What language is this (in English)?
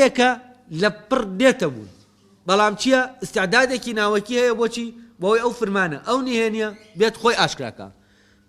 Central Kurdish